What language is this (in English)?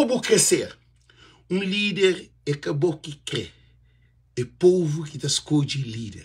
Kabuverdianu